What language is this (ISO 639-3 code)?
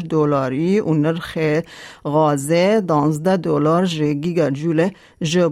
kur